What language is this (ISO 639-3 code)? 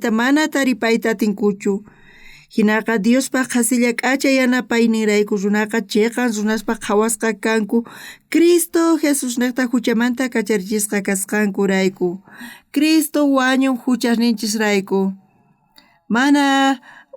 quh